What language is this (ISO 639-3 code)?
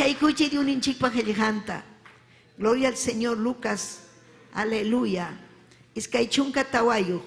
quy